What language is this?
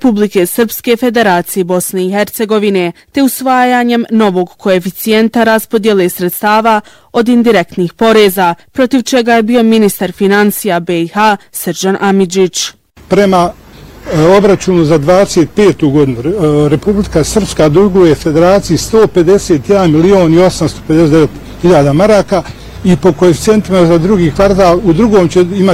Bosnian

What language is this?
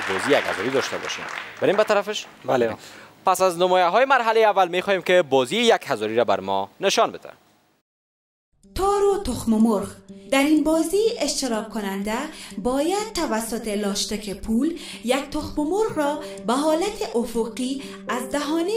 Persian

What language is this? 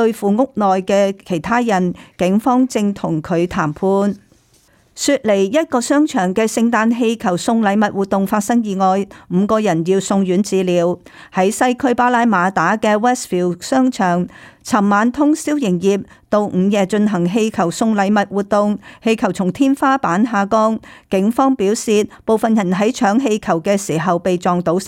Cantonese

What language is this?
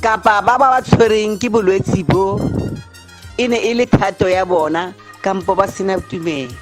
Tswana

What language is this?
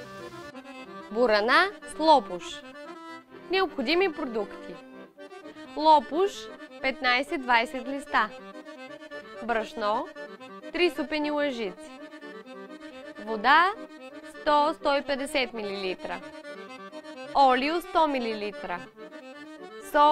Bulgarian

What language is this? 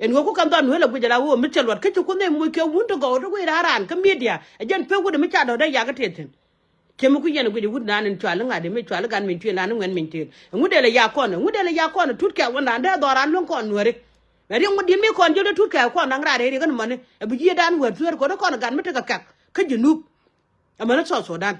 Nuer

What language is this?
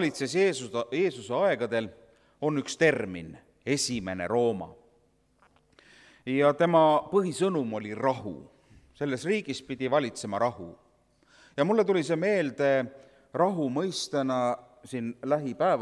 Estonian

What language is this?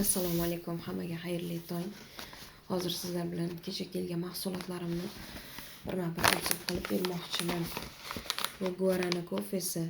Uzbek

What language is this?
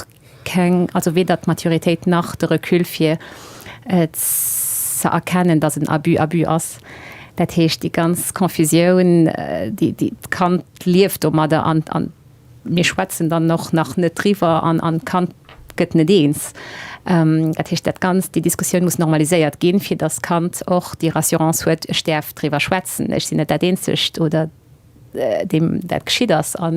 Luxembourgish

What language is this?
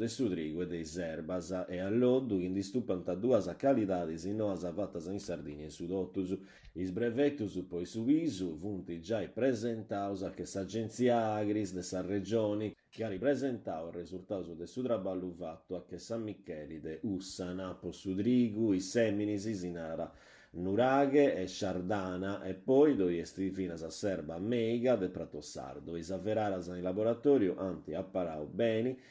Sardinian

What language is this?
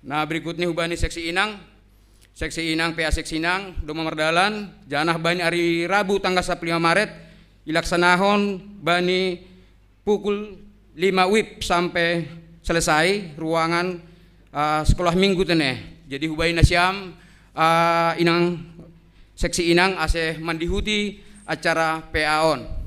Batak Simalungun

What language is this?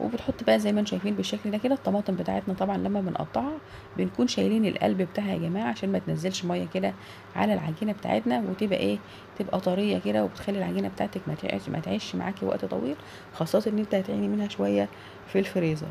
Egyptian Arabic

